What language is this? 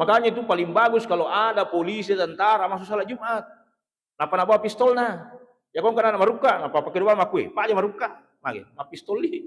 Buginese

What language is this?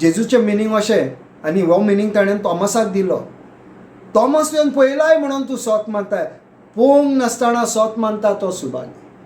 Konkani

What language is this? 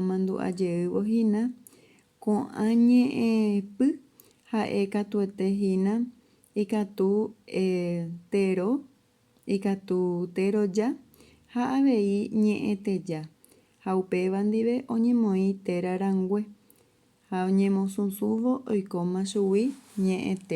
Guarani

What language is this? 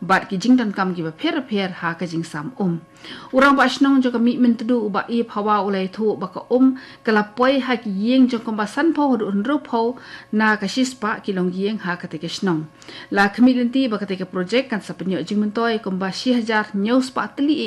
Khasi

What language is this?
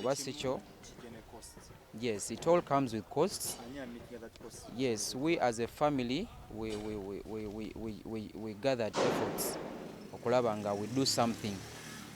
Ganda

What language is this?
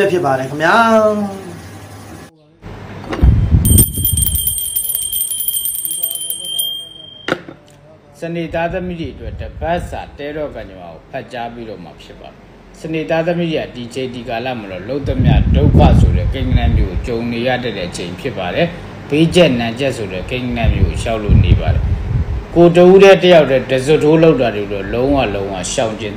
Burmese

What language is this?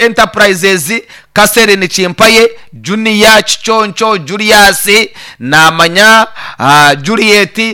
Nyankole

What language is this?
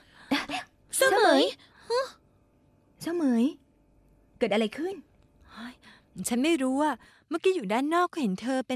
Thai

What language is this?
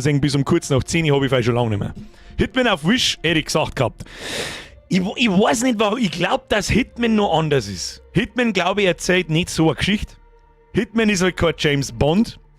Bavarian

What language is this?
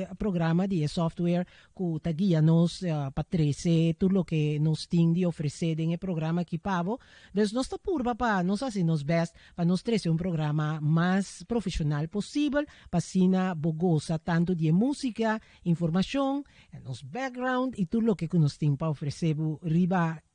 Papiamento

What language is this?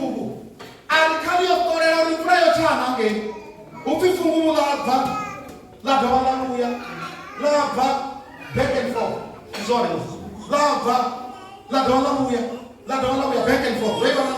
Venda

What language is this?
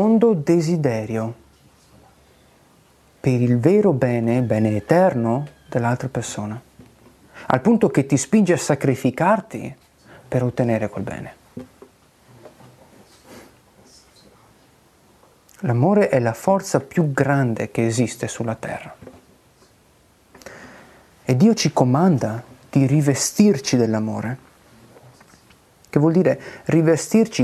Italian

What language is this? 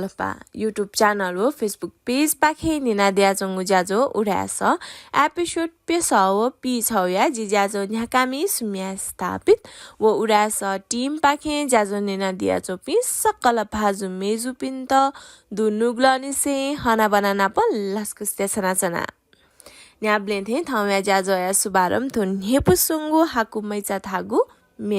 Newari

